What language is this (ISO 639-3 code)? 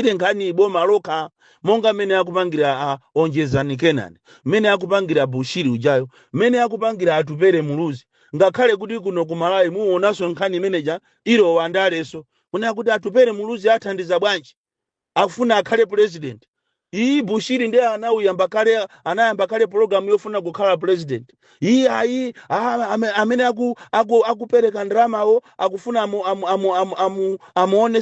nya